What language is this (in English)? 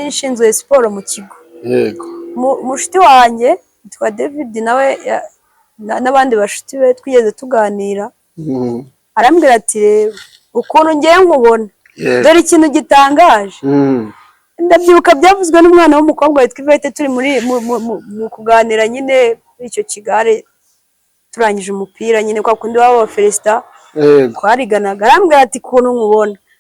Kinyarwanda